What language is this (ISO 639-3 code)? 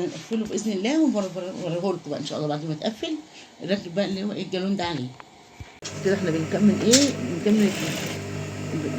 arz